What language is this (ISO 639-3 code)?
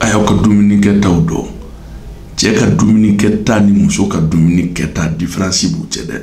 bam